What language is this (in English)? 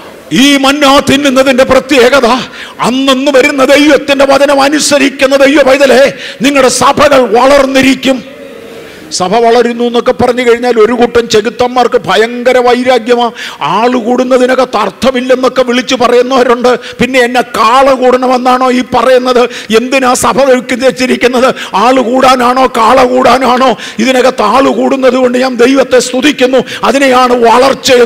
Malayalam